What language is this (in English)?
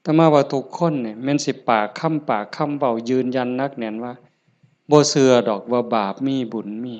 Northeastern Thai